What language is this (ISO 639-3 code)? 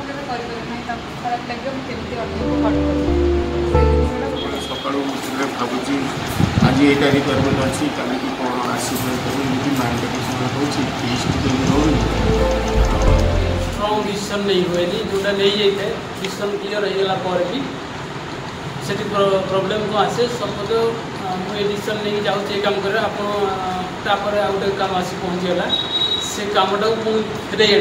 ori